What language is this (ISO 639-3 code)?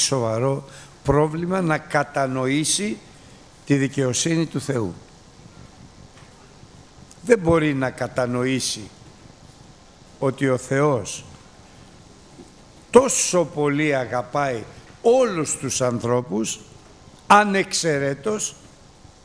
ell